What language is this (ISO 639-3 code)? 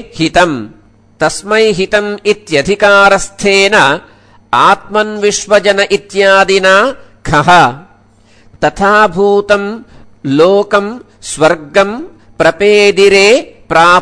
san